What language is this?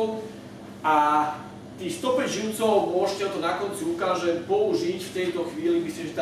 Slovak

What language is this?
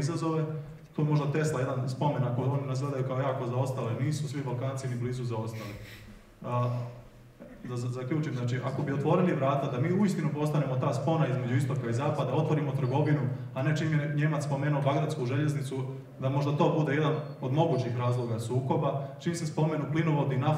Croatian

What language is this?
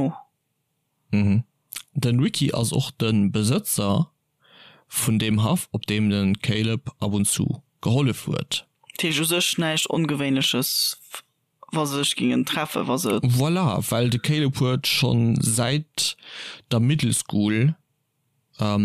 Luxembourgish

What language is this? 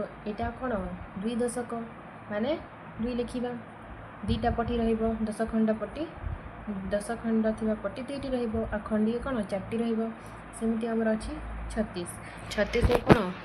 Odia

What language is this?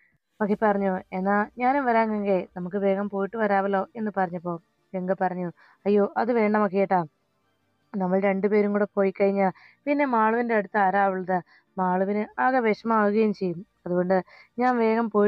Malayalam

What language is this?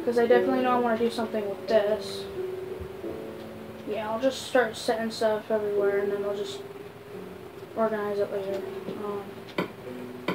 English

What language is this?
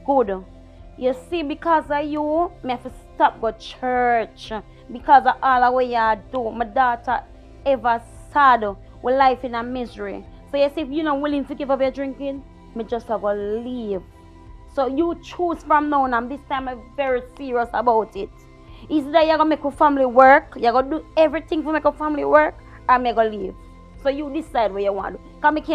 Jamaican Creole English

